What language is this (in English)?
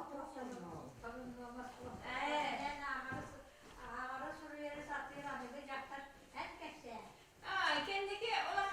Yakut